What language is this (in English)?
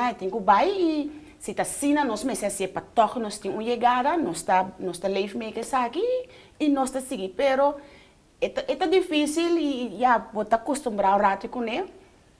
Papiamento